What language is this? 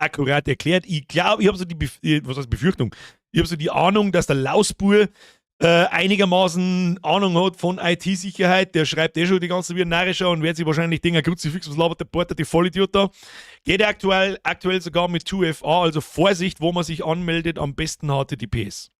Bavarian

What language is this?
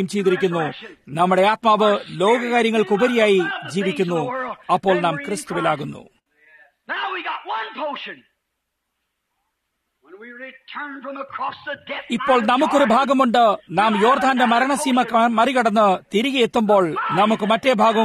Malayalam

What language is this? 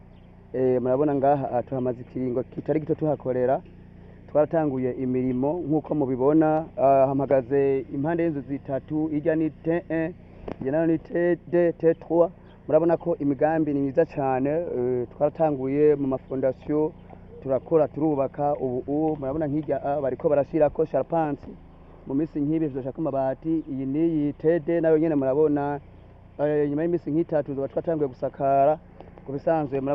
Rundi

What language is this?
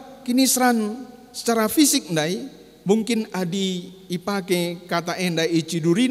Batak Karo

